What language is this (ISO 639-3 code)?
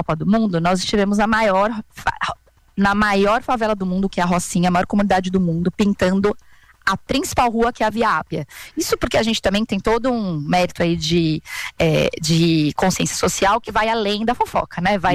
por